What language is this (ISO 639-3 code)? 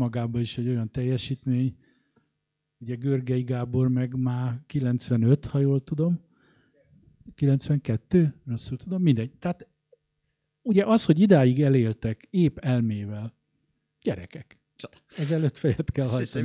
hun